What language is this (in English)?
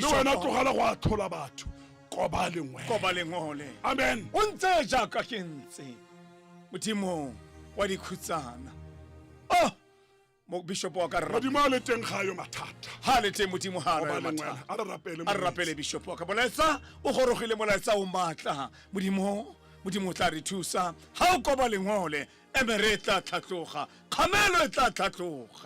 Tswana